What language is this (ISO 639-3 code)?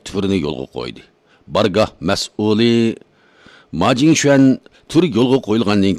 uig